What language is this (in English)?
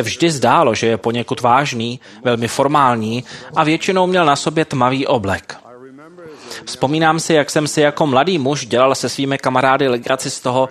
Czech